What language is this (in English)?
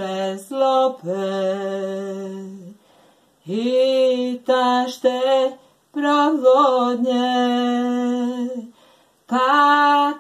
Serbian